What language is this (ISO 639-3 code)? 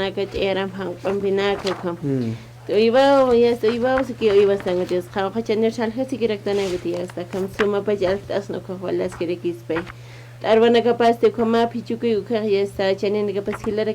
aym